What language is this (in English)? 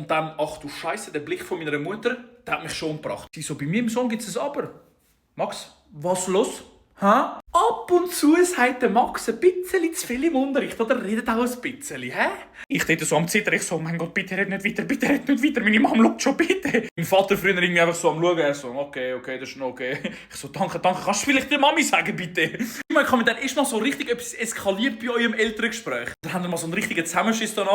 Swiss German